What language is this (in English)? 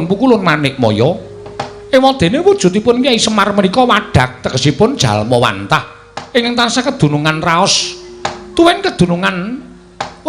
Javanese